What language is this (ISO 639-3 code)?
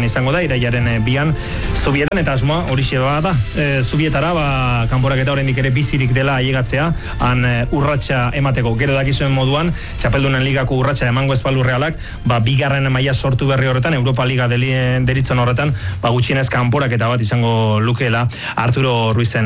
eus